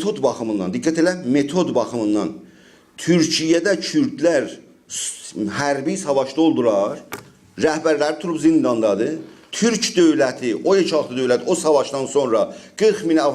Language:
South Azerbaijani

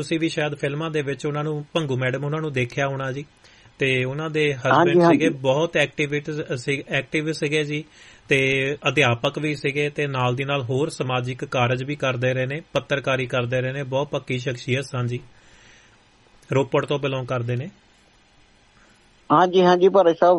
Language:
Punjabi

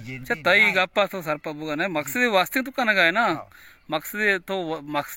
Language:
Baluchi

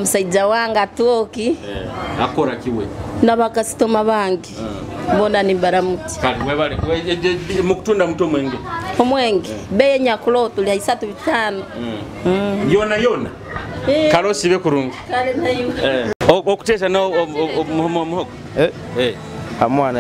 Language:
Nyoro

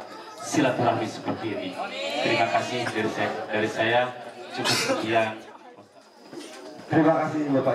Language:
Indonesian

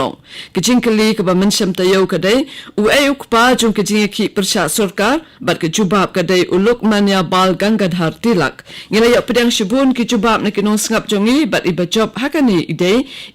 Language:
Khasi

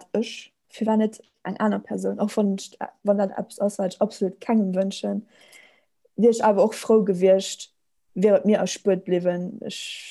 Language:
Luxembourgish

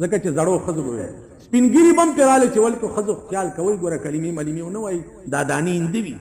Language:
Pashto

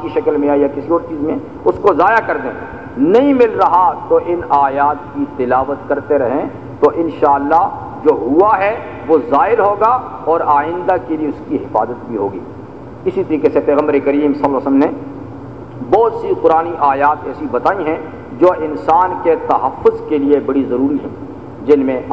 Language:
Urdu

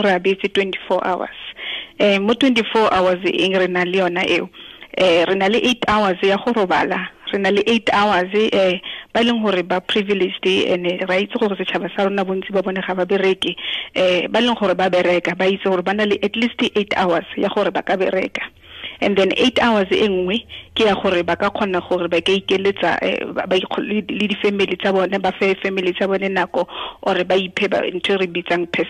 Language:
Tswana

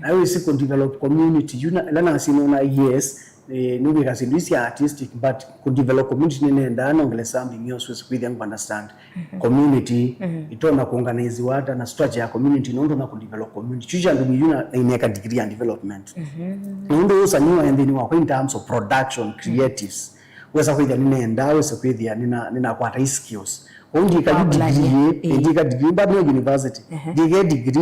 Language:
Kamba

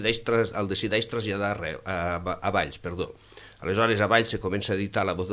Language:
Catalan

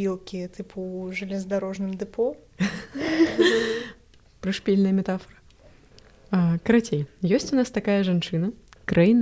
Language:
Belarusian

